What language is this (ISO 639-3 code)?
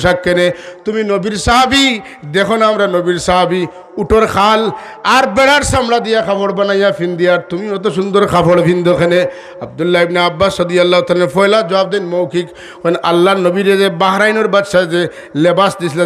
syl